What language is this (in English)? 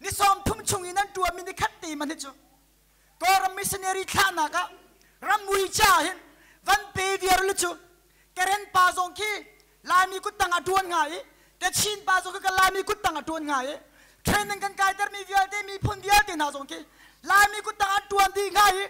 Hakha Chin